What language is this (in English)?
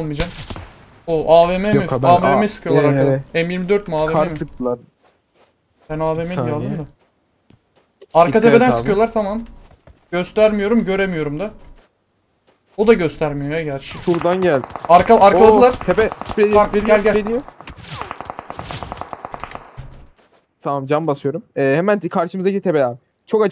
Turkish